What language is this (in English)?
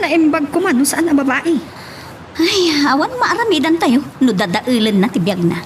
Iloko